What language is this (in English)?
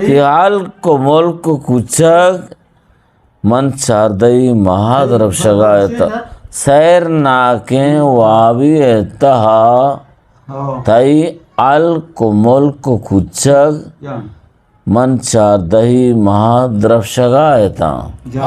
Eastern Balochi